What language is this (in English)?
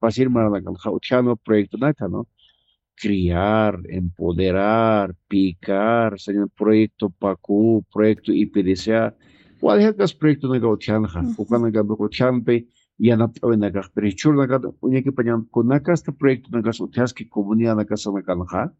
Aymara